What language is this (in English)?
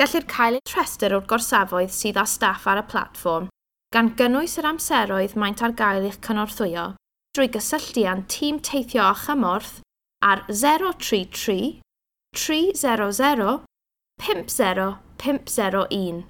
Welsh